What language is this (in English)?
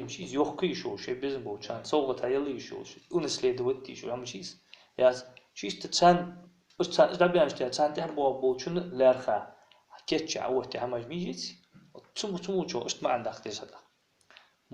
Ingush